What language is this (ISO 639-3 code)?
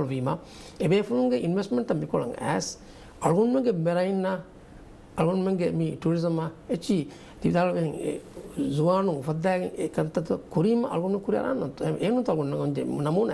div